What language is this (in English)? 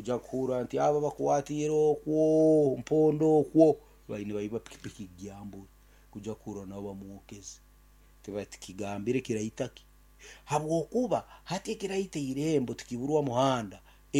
Nyankole